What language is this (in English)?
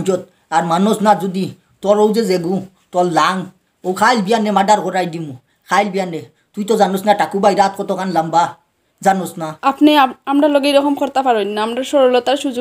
Sylheti